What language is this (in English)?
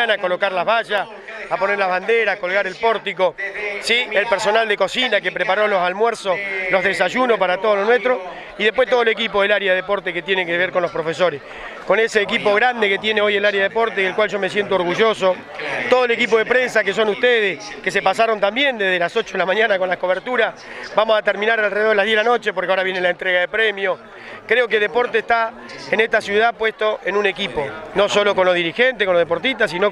Spanish